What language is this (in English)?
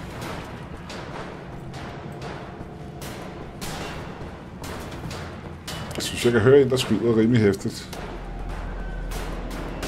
Danish